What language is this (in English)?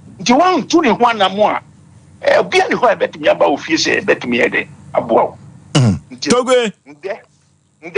Akan